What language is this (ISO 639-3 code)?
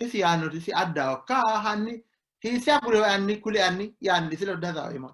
sid